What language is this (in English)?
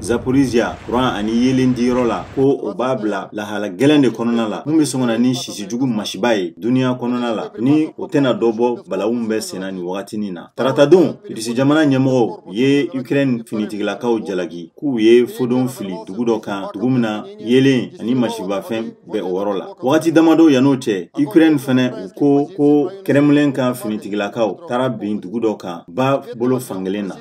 Bambara